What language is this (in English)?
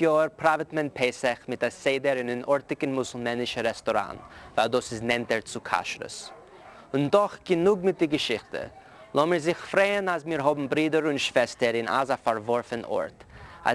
Yiddish